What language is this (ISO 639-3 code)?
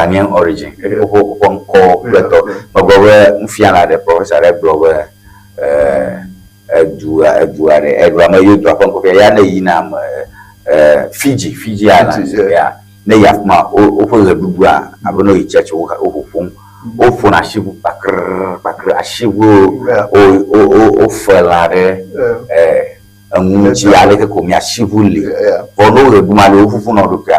ewe